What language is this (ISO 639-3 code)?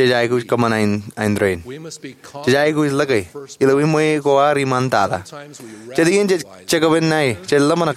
mah